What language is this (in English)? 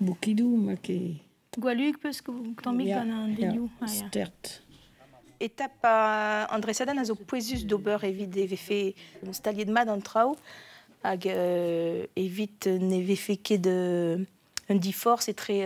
Breton